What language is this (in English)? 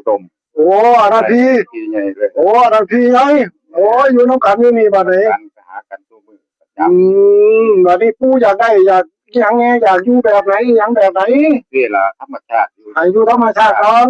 Northeastern Thai